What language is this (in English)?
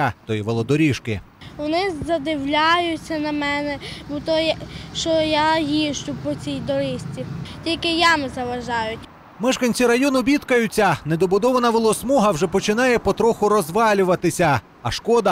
Ukrainian